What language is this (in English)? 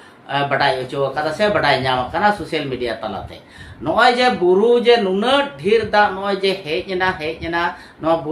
Santali